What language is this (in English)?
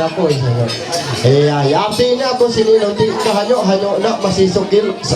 Ma'anyan